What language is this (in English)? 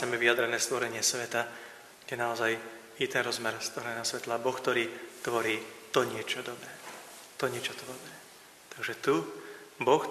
Slovak